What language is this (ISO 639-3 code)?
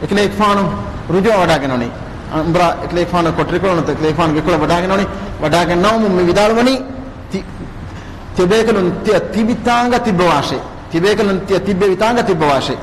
div